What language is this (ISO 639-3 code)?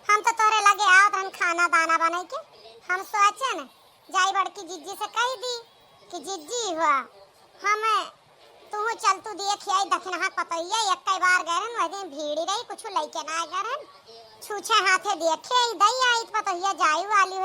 awa